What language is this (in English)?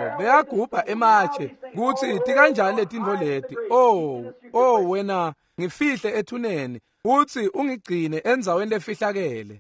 Swati